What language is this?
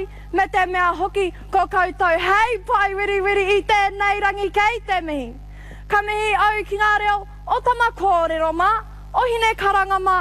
Māori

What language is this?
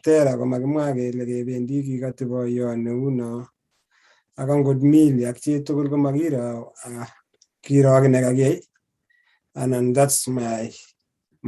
Kalenjin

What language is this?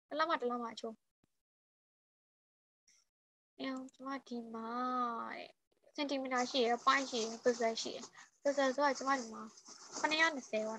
Burmese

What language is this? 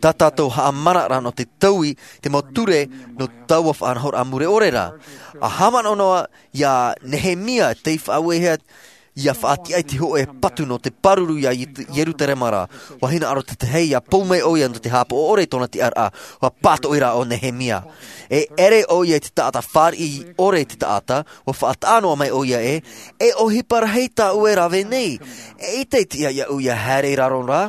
Tahitian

